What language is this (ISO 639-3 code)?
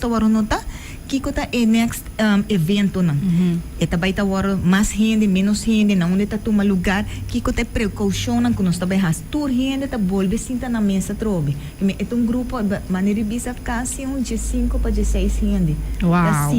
pap